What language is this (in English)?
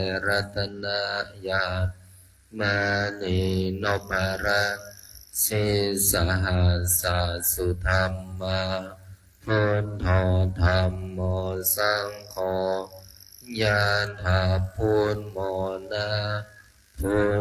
Pali